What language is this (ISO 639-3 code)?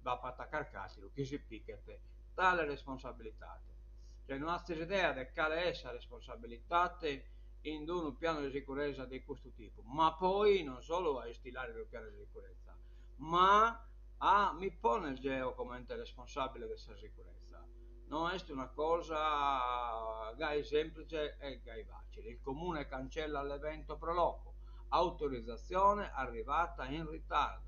srd